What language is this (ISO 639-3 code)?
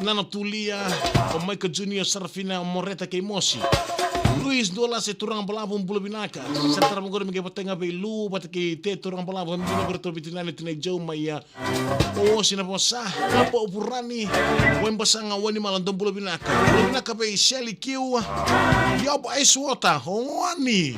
fij